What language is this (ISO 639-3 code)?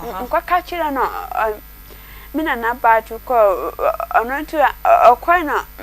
aka